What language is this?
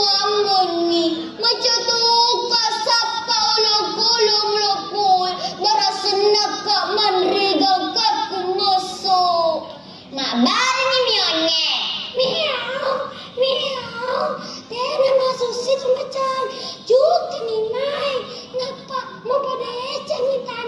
Buginese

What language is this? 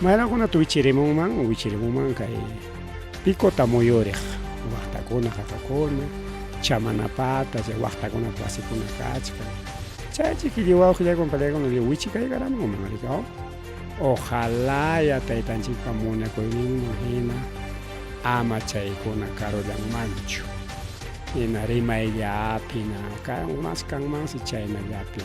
Ayacucho Quechua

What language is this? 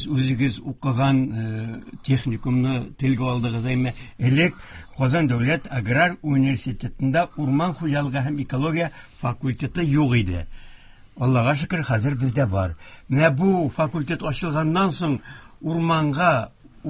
Tatar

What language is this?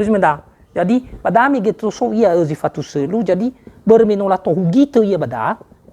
Nias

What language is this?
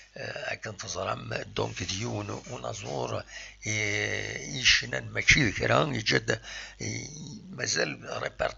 Kabyle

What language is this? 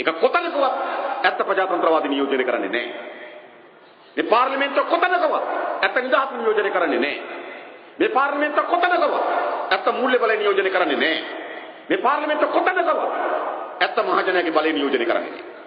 Sinhala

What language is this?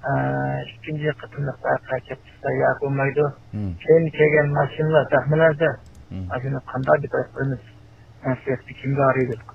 Uyghur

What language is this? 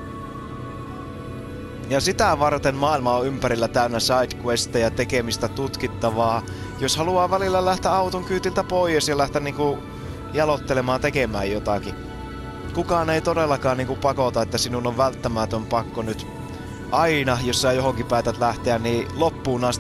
Finnish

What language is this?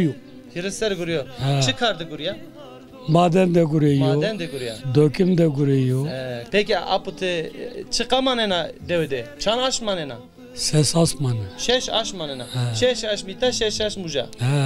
Zaza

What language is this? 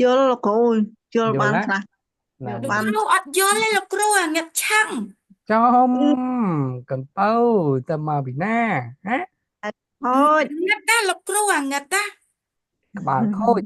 Khmer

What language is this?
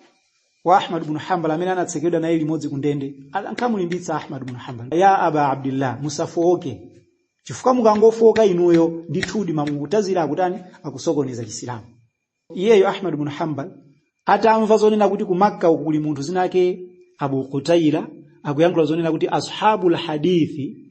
Nyanja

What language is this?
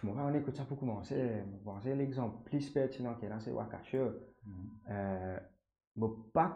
Morisyen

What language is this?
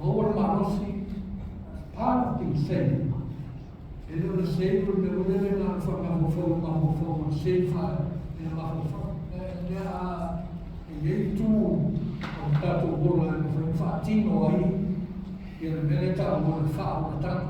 Samoan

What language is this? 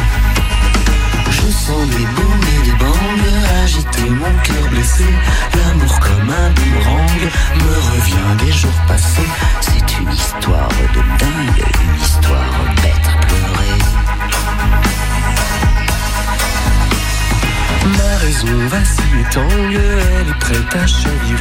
French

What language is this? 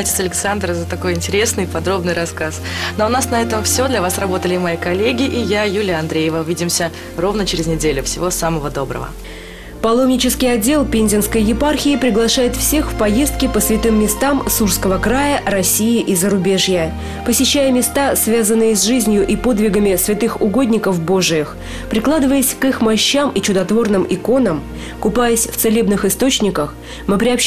Russian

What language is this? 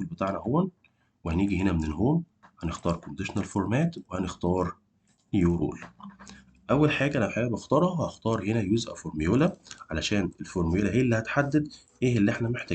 Egyptian Arabic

